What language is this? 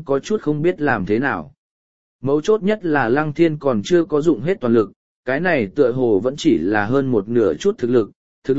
Vietnamese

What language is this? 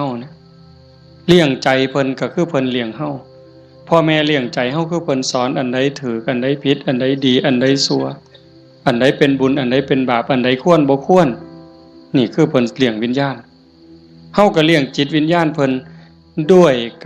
Northeastern Thai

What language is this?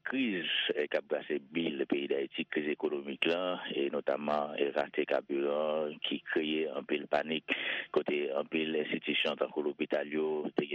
Haitian Creole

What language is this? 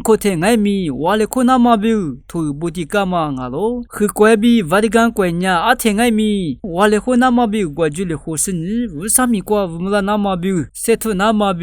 Lisu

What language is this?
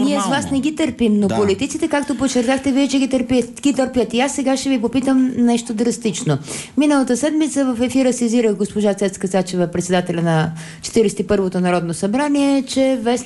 Bulgarian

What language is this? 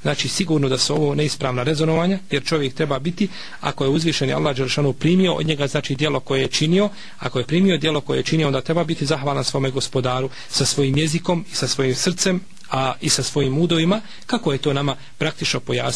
Bosnian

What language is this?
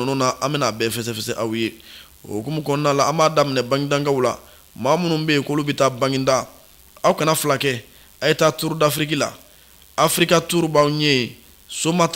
Bambara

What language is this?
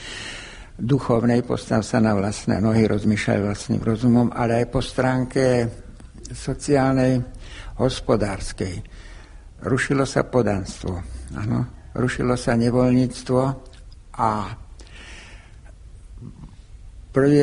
Slovak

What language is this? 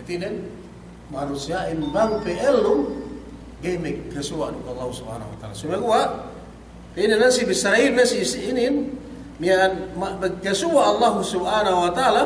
Yakan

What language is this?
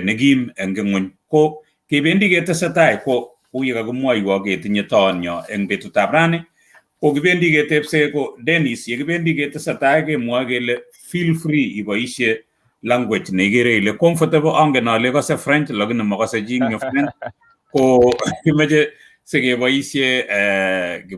Kalenjin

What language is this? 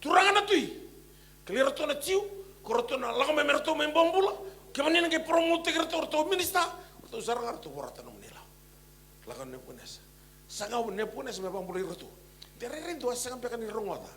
Fijian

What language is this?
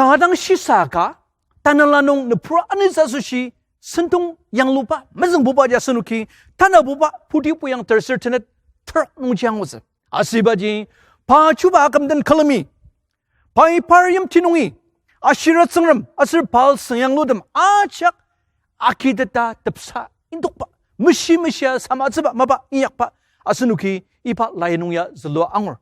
Ao Naga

